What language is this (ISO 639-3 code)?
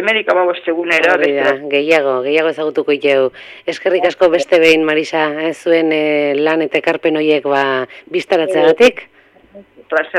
eus